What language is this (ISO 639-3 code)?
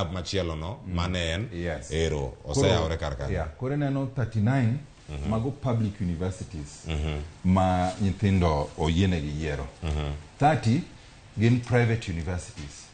luo